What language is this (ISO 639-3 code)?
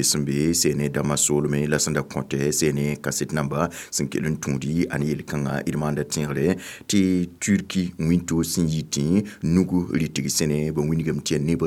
mos